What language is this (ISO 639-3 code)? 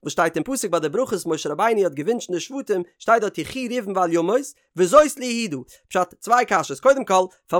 yid